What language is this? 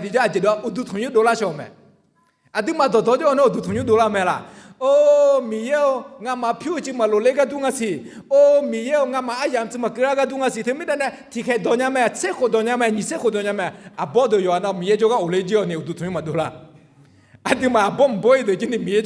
Akha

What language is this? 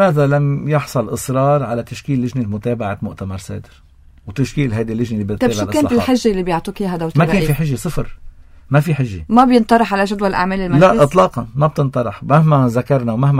North Levantine Arabic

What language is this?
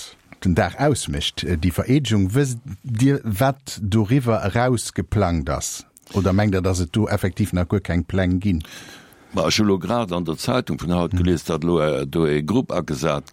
Luxembourgish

